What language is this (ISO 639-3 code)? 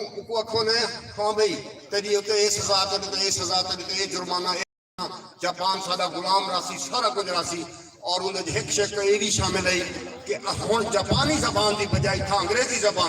skr